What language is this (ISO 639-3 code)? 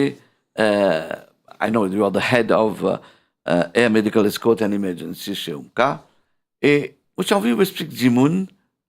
mfe